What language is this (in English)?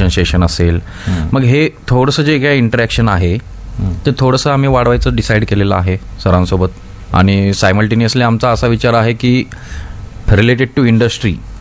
Marathi